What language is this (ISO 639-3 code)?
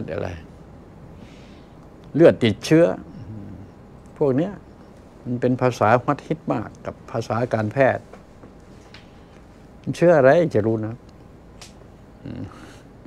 tha